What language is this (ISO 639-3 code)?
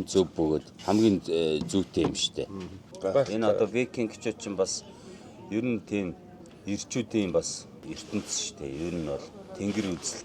mon